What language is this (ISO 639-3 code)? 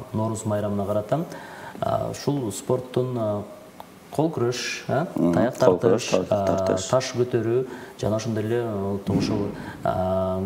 kir